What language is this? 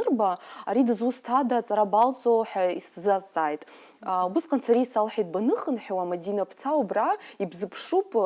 Abkhazian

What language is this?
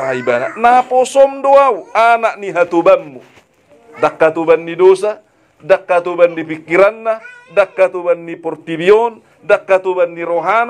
Batak Toba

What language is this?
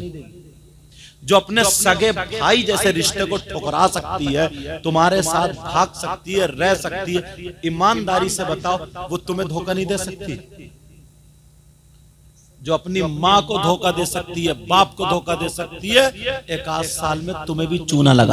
Hindi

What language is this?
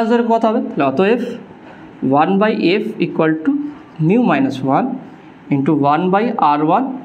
Bangla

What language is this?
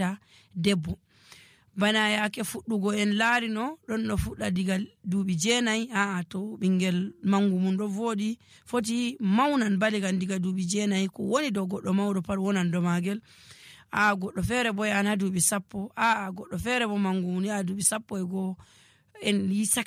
Nigerian Fulfulde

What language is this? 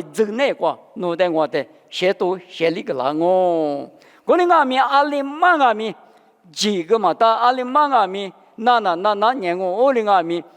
Lisu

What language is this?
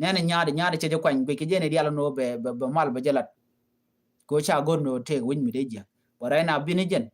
Nuer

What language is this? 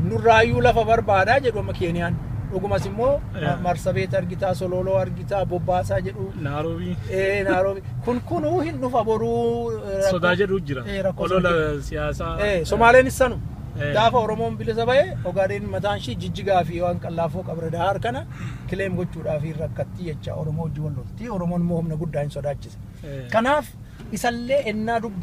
Oromo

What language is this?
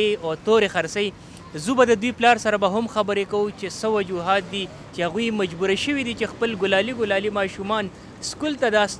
Pashto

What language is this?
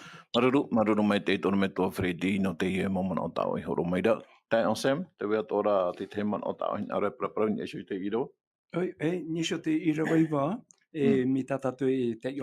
Tahitian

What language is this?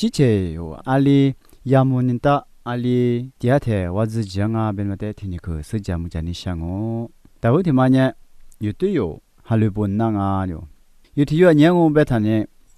Lisu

